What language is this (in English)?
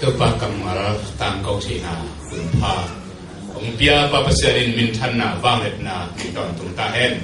Tedim Chin